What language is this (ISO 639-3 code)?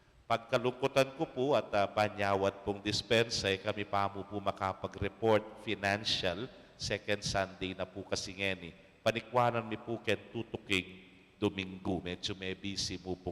pam